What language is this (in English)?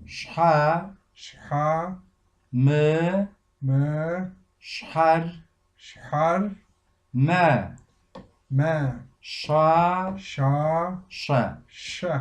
Kabardian